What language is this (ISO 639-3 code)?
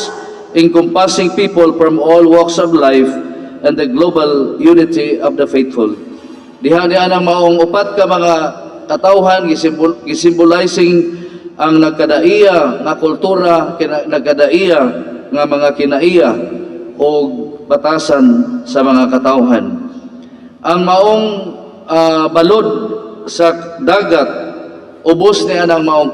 ceb